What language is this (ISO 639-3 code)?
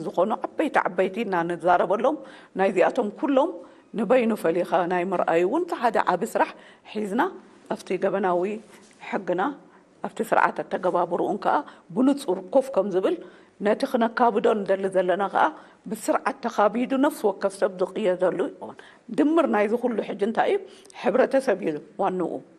tir